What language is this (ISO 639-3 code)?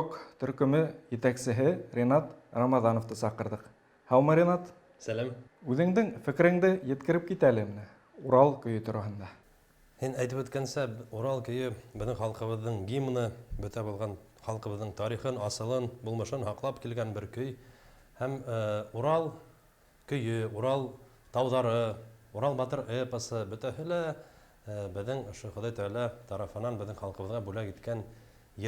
bak